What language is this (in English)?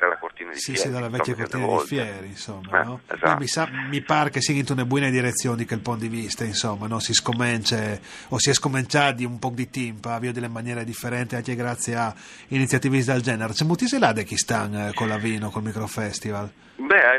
Friulian